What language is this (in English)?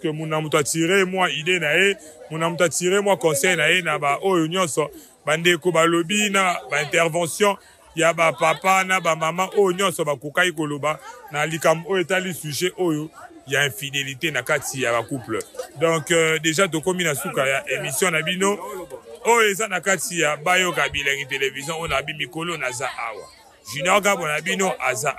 Lingala